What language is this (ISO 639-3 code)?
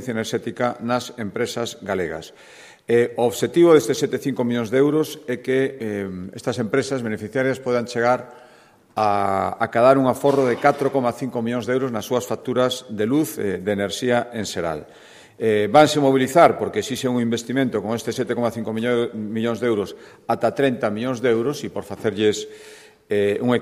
glg